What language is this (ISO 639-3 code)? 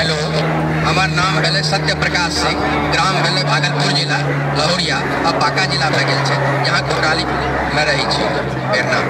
mai